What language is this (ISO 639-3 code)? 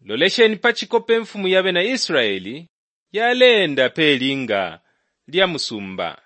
bem